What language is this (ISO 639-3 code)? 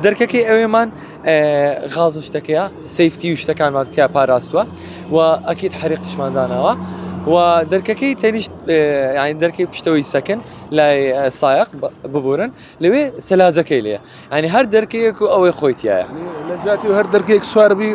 ckb